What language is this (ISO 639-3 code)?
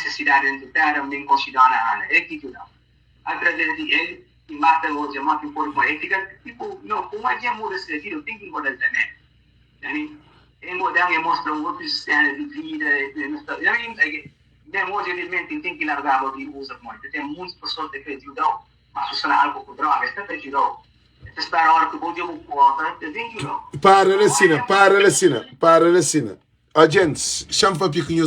kea